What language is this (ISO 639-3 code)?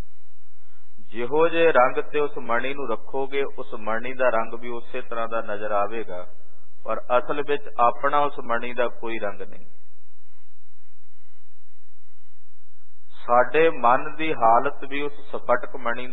pan